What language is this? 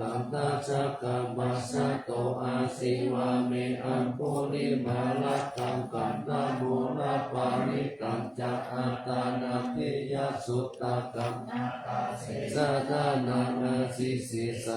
Pali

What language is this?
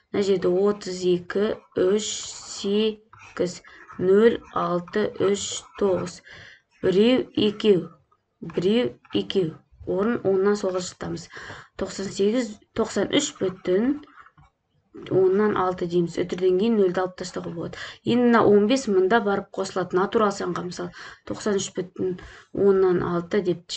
Kazakh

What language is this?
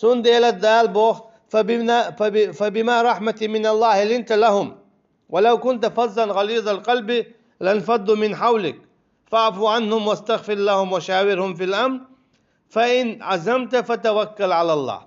Chechen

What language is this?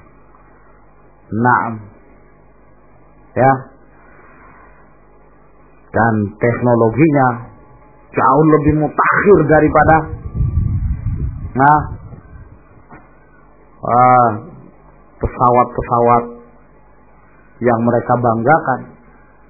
Indonesian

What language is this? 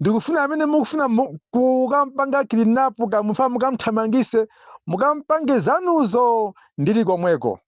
Nyanja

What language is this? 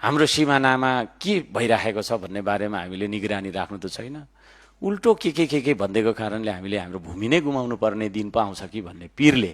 Nepali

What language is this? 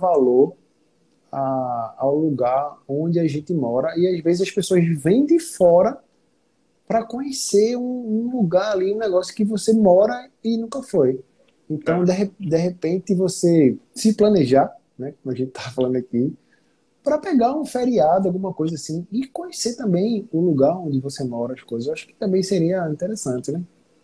Portuguese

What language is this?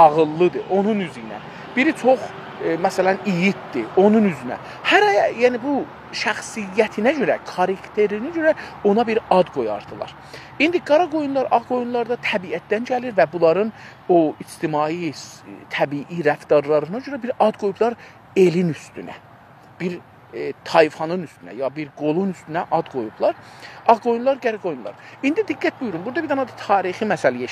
South Azerbaijani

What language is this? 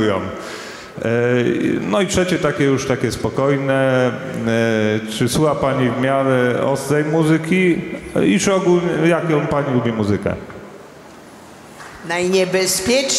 Polish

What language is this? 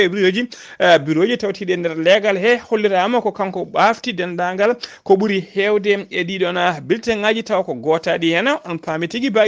Fula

